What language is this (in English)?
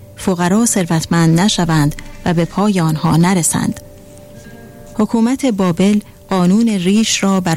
Persian